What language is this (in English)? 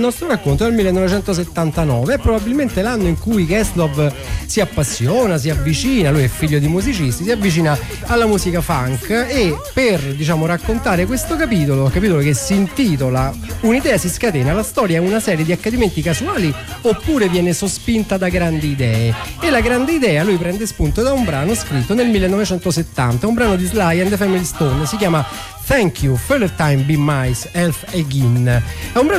Italian